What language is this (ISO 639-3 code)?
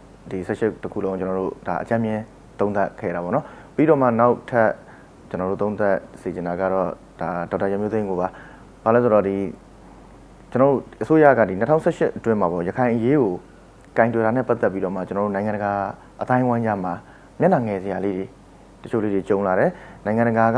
mya